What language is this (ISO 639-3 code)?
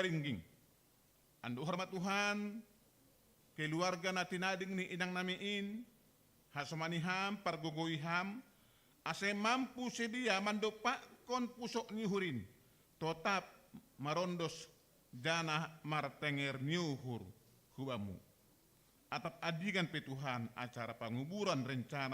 bts